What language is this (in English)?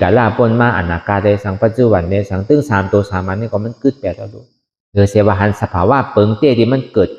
Shan